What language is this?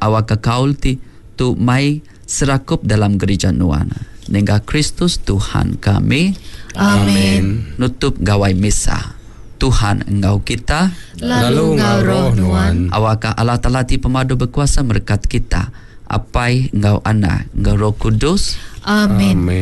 Iban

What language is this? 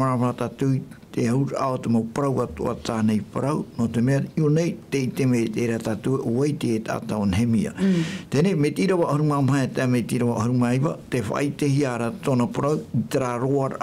Tahitian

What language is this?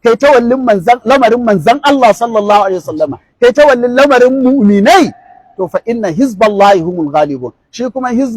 Hausa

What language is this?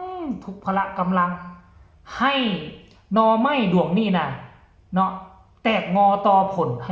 Northeastern Thai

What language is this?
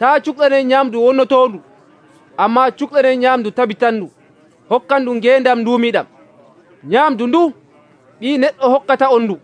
Nigerian Fulfulde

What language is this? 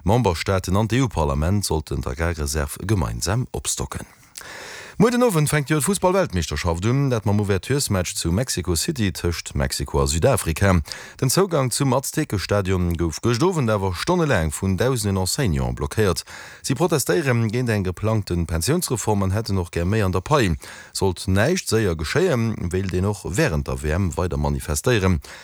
Luxembourgish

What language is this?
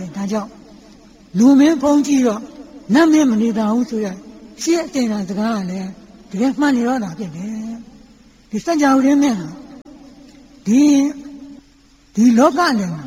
Burmese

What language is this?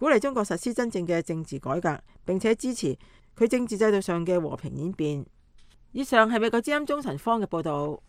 Cantonese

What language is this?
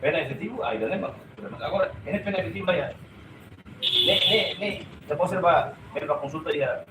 Tetum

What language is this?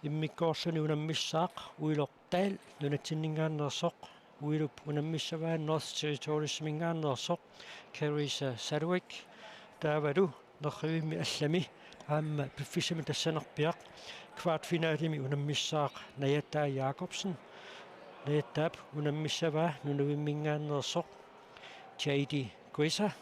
Kalaallisut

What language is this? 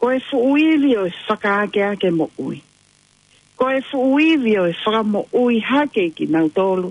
Tongan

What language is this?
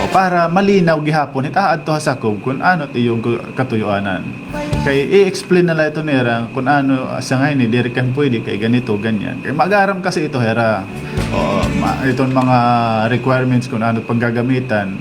Waray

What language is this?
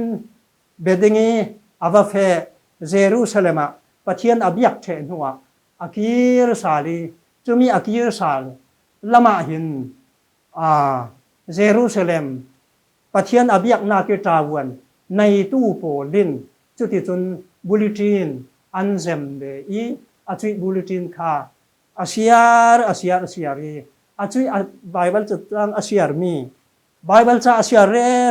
Falam Chin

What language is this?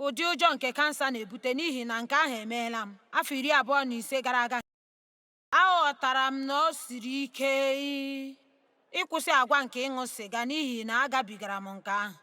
Igbo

